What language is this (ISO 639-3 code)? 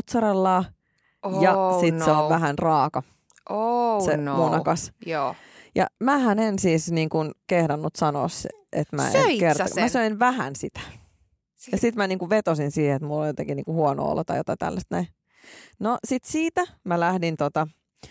fin